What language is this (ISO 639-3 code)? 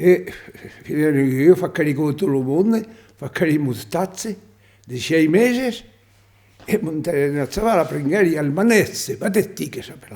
oci